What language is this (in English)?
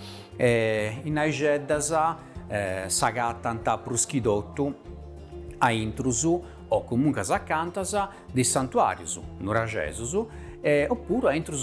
Sardinian